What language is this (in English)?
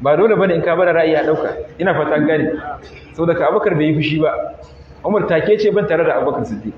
Hausa